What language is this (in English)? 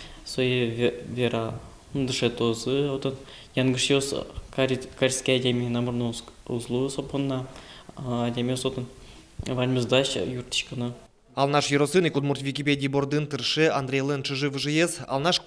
Udmurt